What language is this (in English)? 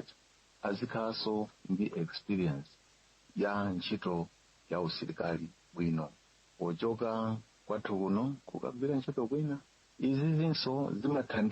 Nyanja